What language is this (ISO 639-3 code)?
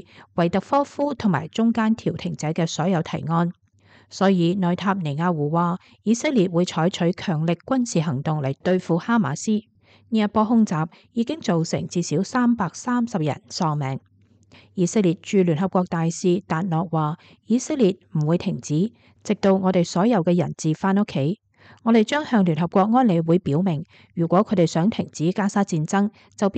yue